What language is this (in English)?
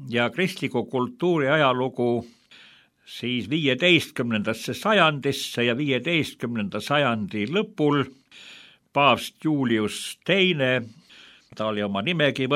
Estonian